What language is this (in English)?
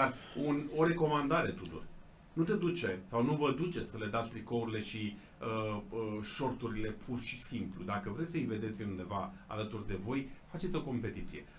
Romanian